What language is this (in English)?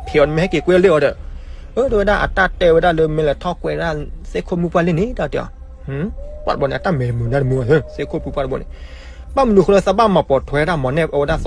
S'gaw Karen